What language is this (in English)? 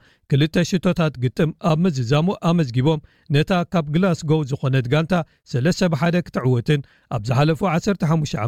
Tigrinya